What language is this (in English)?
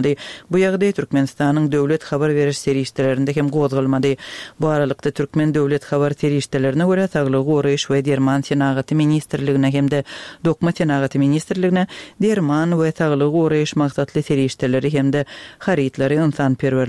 Turkmen